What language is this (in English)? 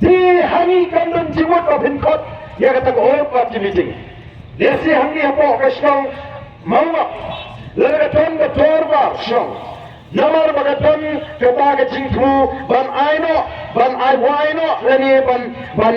Khasi